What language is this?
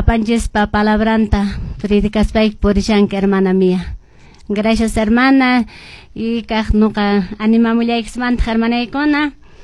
Quechua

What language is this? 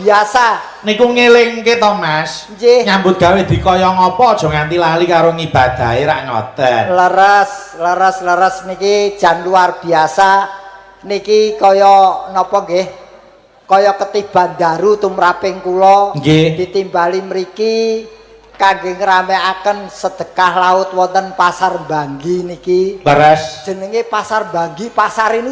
Javanese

